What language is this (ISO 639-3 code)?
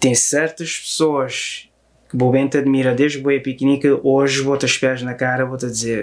kea